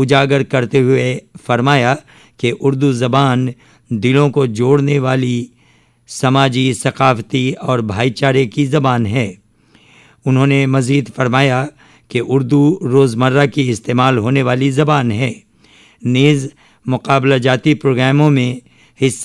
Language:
Urdu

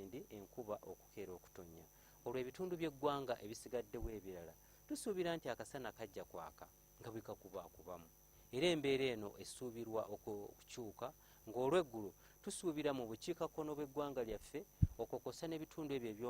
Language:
Ganda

